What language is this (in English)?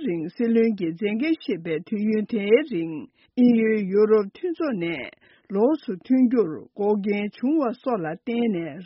Tibetan